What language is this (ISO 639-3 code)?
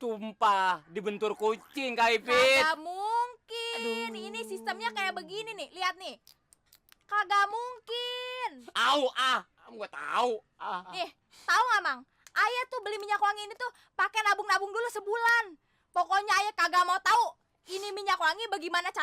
bew